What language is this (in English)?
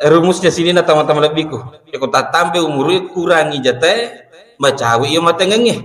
Buginese